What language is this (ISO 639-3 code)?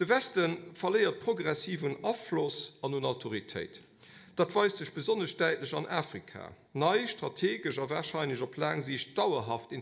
ltz